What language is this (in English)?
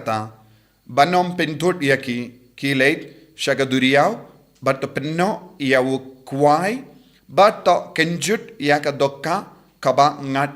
Khasi